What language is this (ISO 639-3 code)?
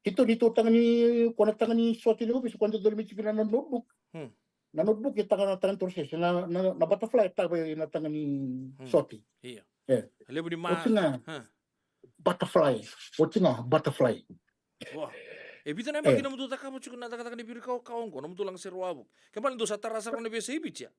fij